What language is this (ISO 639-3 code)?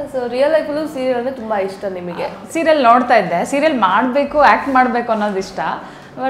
kan